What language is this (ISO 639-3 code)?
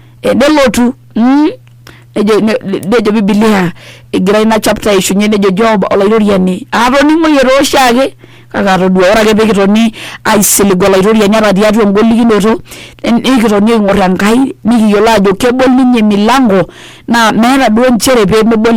mas